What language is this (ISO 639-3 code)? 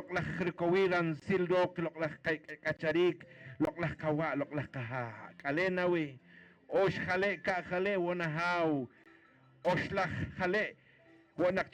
poh